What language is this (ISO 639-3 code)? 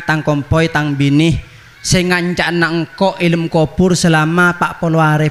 mad